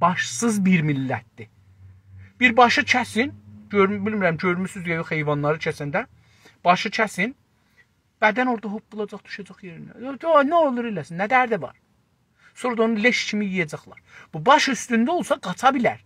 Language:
South Azerbaijani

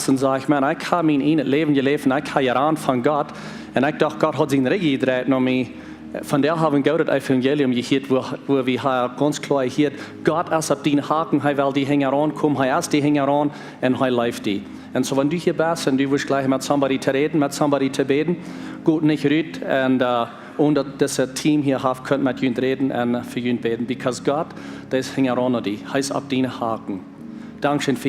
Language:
Plautdietsch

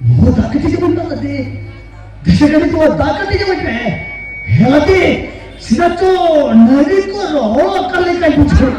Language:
Santali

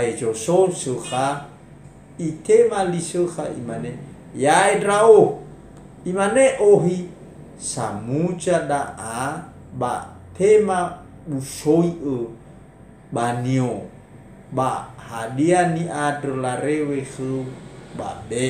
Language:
Nias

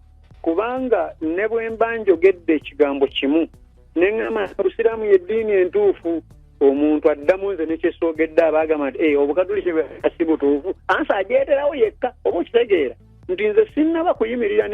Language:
Ganda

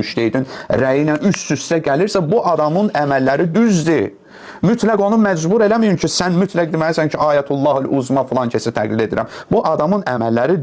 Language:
Azerbaijani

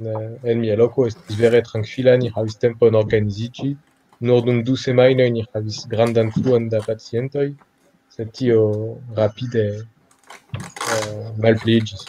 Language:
Esperanto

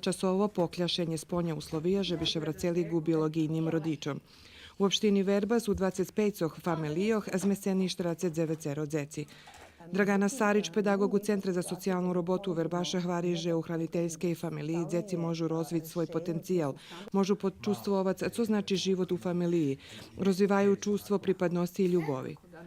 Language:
Rusyn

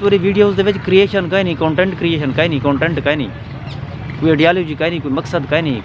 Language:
Saraiki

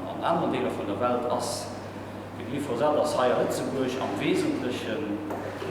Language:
Luxembourgish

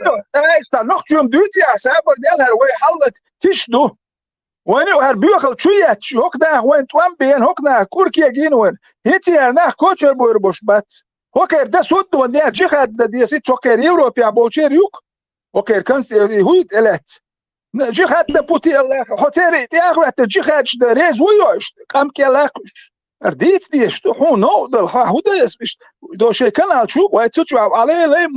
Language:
Chechen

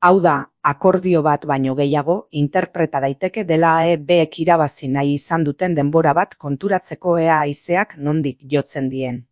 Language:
Basque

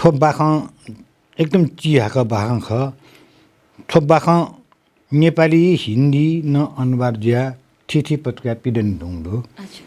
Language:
Newari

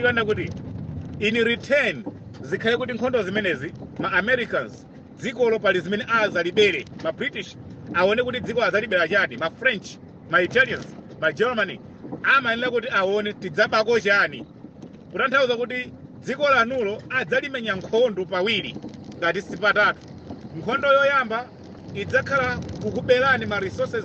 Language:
Nyanja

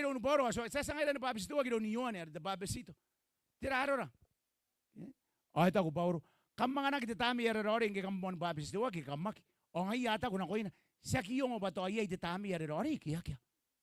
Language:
Gilbertese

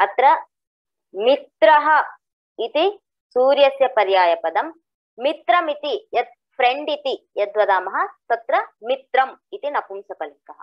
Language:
Sanskrit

